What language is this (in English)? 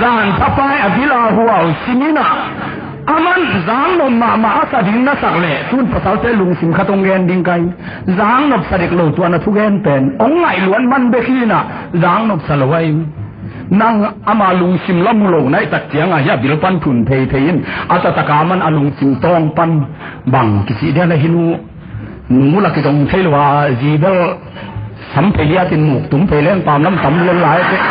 Tedim Chin